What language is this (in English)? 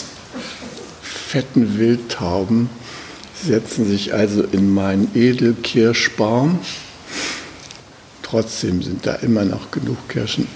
German